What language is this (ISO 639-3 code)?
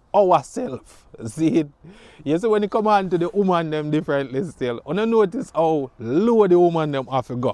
jam